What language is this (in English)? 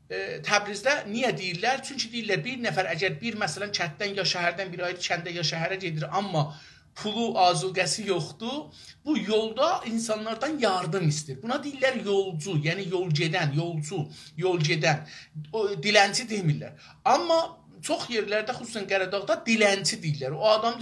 South Azerbaijani